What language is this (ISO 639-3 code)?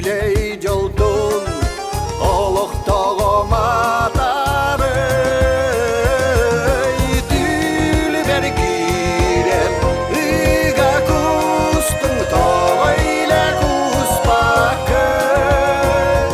sah